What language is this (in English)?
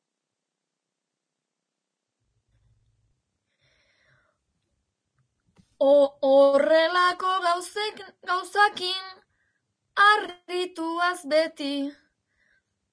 Basque